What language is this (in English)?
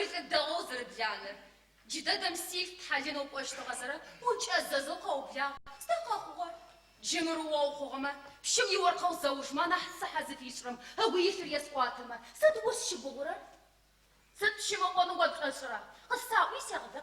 Adyghe